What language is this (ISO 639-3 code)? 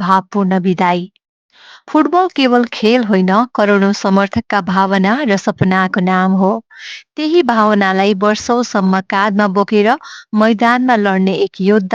nep